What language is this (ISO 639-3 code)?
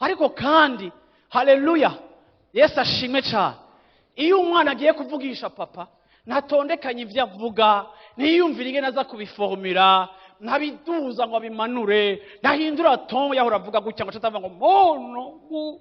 run